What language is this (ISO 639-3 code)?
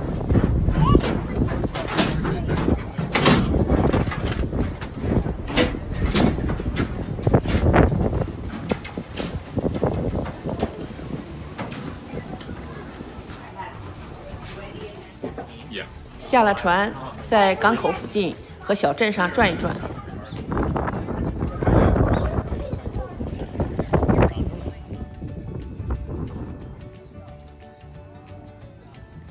zho